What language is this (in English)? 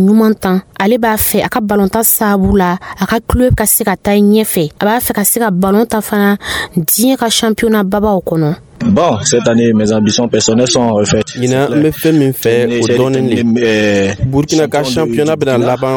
Dyula